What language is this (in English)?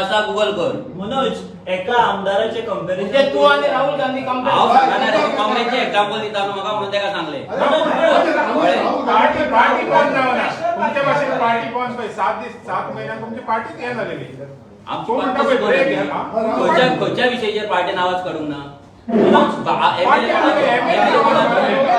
Konkani